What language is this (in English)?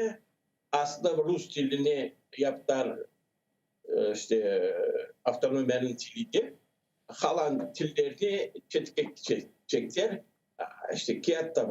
Crimean Tatar